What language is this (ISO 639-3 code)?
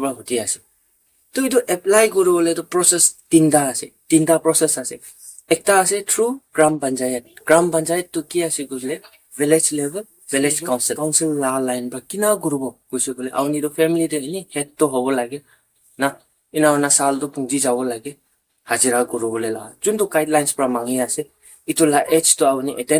nag